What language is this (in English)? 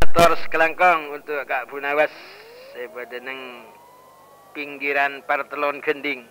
Madurese